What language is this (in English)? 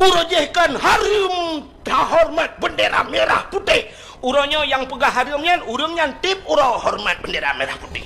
Achinese